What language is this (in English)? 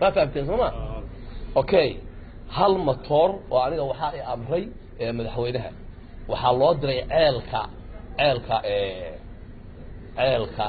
Somali